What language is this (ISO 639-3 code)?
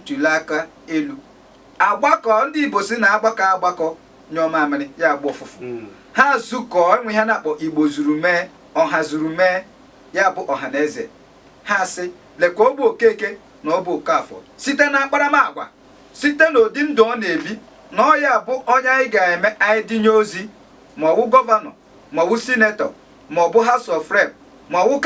ibo